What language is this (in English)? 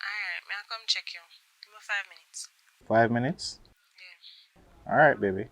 Jamaican Creole English